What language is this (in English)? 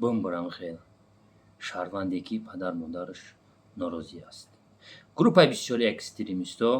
Tajik